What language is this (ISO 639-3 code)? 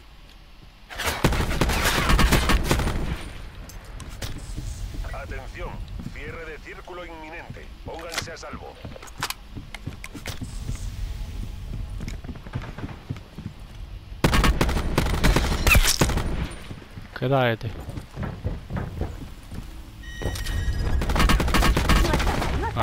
spa